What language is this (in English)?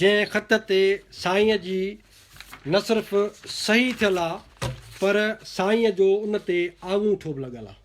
Sindhi